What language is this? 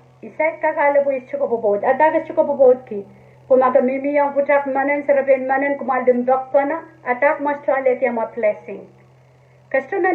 Pohnpeian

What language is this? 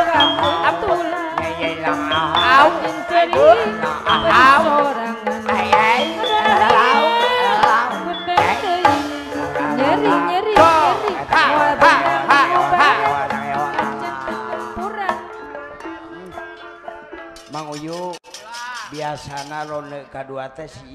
Sundanese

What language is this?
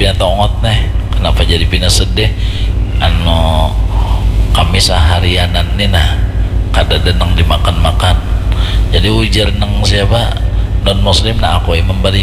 Banjar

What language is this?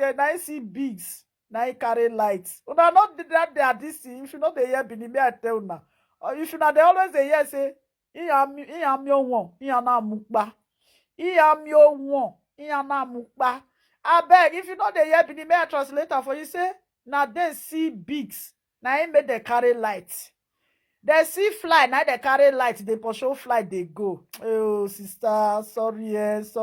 Nigerian Pidgin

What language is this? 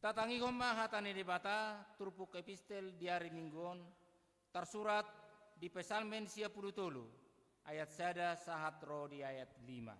Batak Toba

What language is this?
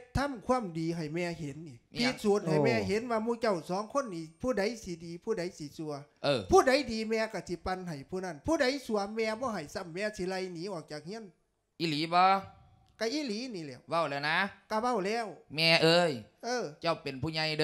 Lao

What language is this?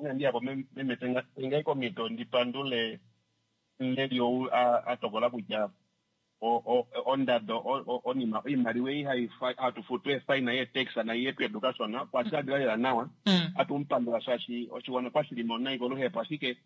Kuanyama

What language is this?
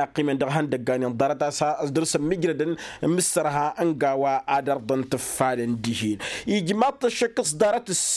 Tamasheq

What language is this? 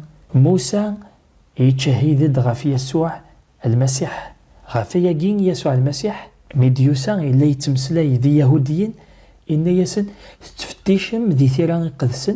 Kabyle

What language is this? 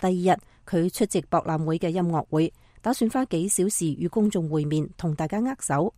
Cantonese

